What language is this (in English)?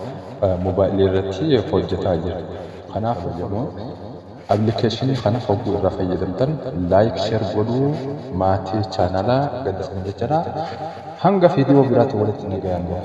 Oromo